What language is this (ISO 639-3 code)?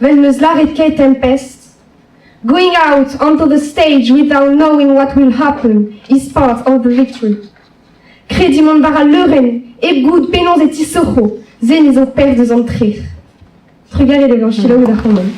bre